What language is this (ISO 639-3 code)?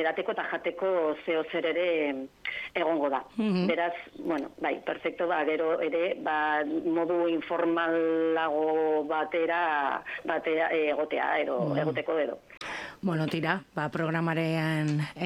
eus